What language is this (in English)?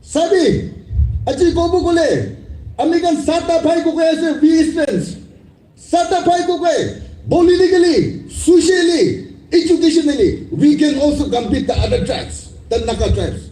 Naga Pidgin